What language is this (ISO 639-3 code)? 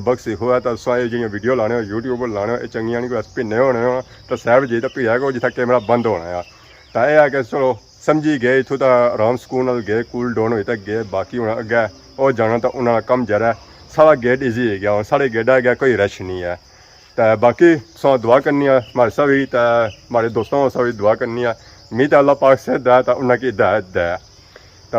phr